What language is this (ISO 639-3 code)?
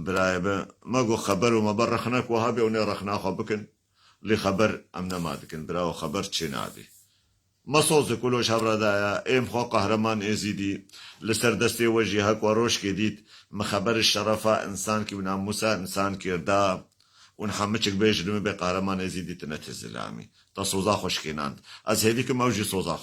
kur